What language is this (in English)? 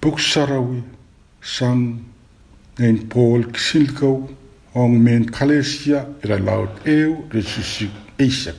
Pohnpeian